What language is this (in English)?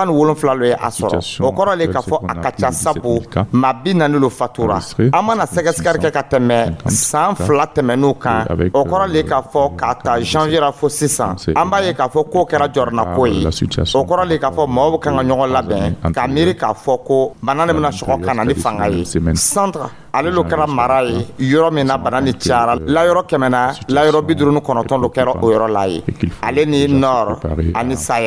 Dyula